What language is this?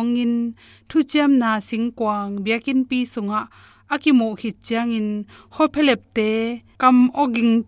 Tedim Chin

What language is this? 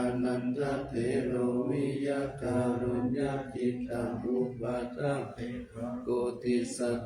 Pali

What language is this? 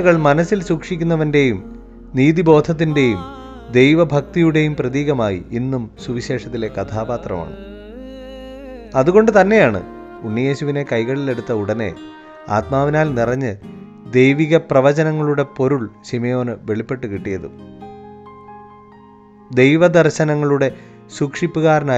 Malayalam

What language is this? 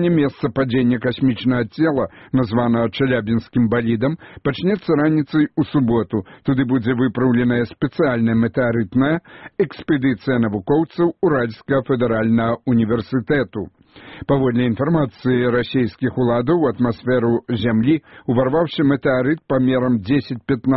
Belarusian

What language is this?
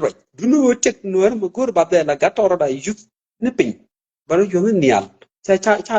Nuer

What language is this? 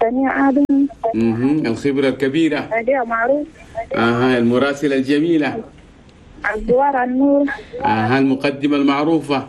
Chadian Arabic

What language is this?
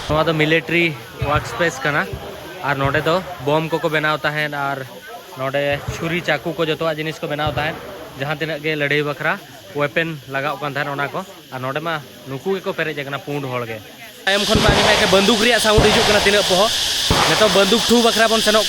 Santali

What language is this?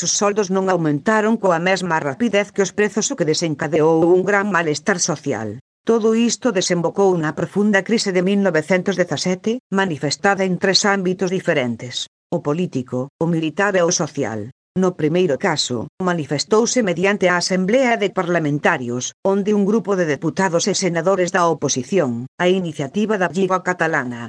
Galician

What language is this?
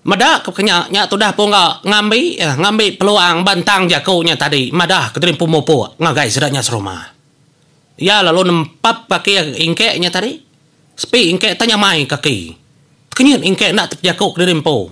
Iban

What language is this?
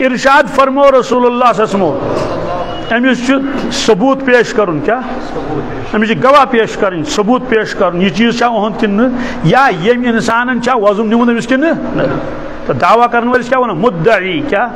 Kashmiri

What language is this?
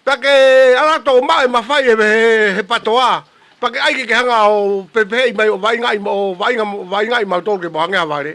Tongan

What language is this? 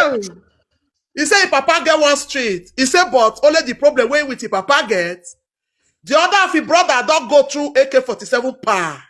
Nigerian Pidgin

